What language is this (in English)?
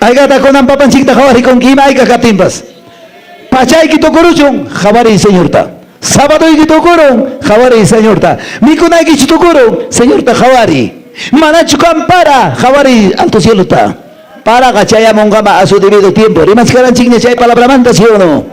Quechua